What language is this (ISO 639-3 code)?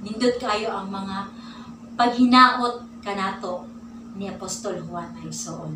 ceb